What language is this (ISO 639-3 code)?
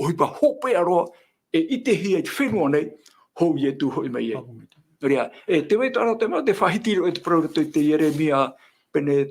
tah